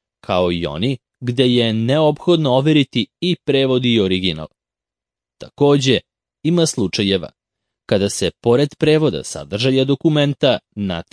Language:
Serbian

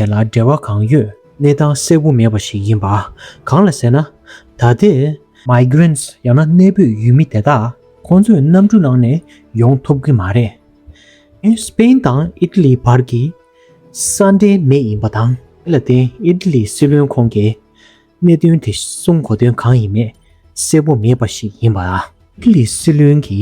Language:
Tibetan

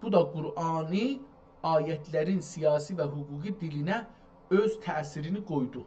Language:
South Azerbaijani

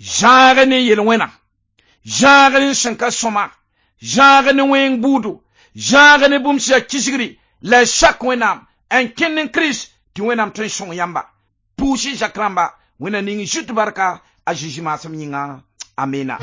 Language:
Mossi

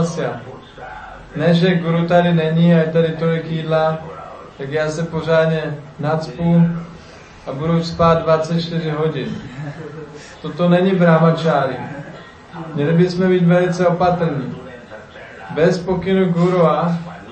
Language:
Czech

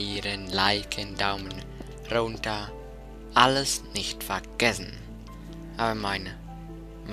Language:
Swiss German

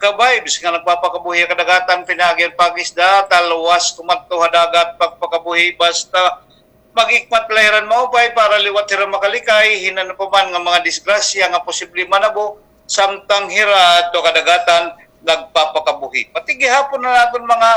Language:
Waray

